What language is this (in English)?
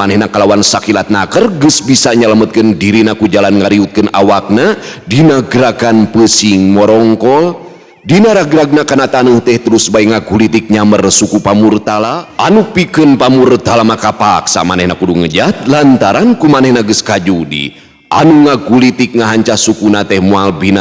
Sundanese